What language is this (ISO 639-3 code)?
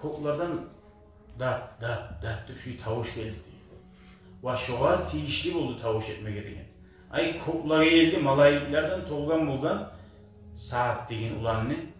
kum